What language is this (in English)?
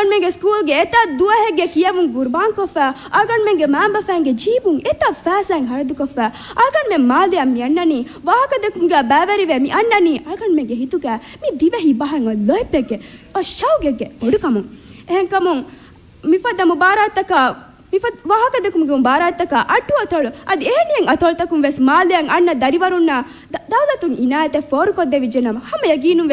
Divehi